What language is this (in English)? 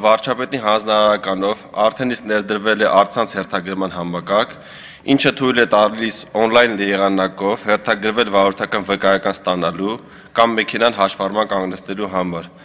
Armenian